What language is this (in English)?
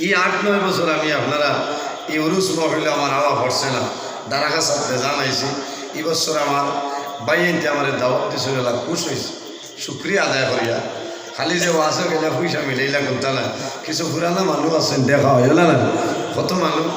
Sylheti